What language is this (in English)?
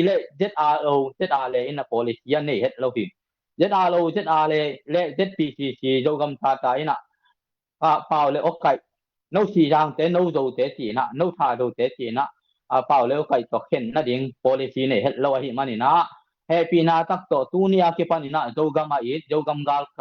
Tedim Chin